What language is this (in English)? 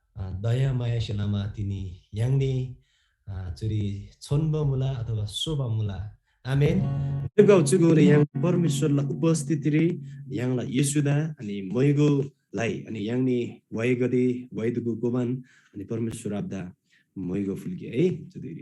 Eastern Tamang